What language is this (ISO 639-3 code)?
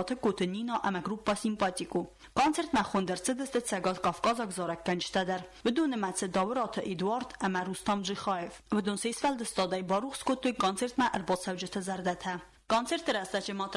oss